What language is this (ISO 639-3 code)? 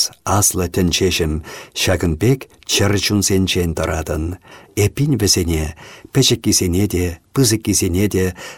chv